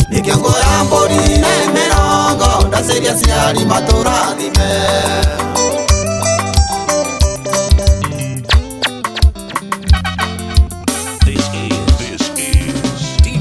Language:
Kikuyu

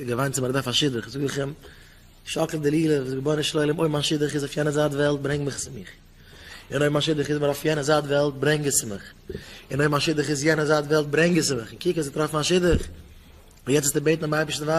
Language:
Yiddish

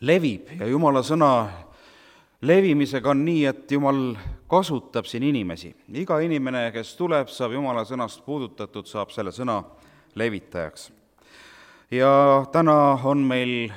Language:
Estonian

